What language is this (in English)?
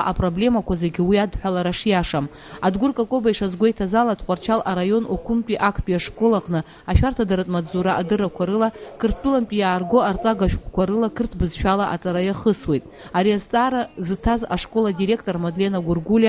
Abkhazian